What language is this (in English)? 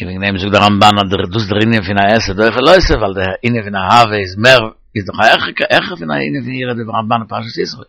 Yiddish